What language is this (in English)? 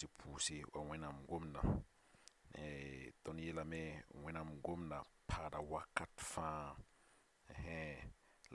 Mossi